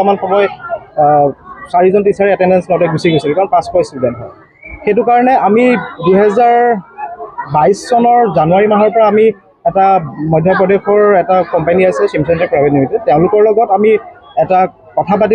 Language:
Assamese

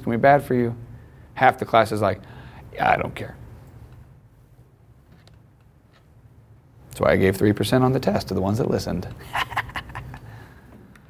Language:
English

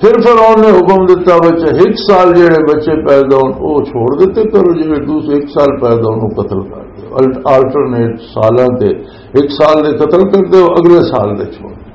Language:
Western Panjabi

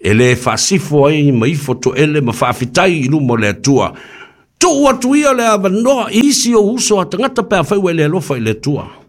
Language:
Samoan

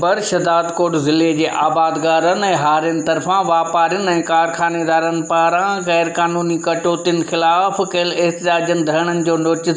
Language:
Sindhi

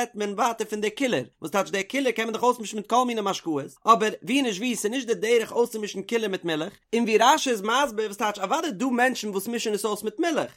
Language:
Yiddish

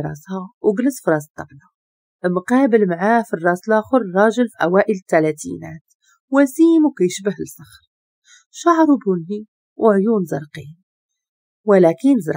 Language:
Moroccan Arabic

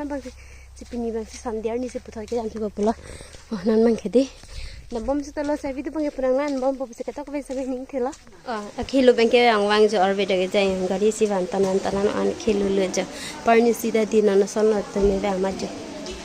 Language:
Karbi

